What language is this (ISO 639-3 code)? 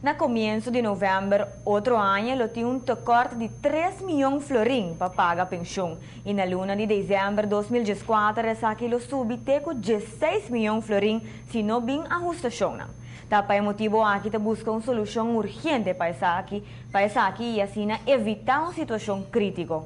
pap